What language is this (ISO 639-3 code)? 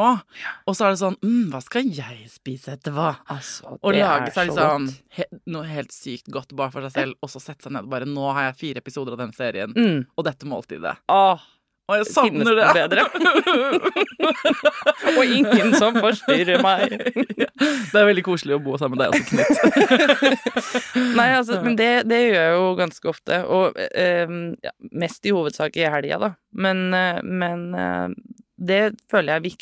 nor